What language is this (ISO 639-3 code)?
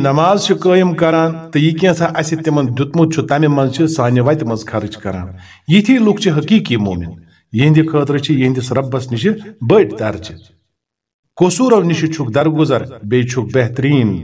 kas